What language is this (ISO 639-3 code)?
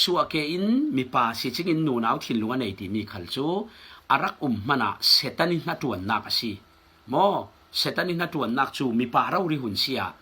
cfm